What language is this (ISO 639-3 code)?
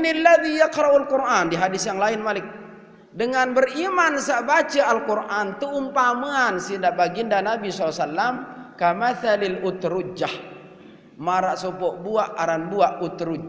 sas